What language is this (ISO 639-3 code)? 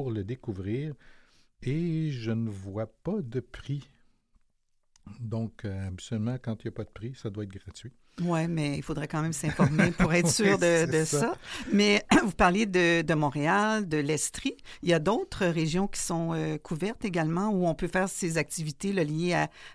fra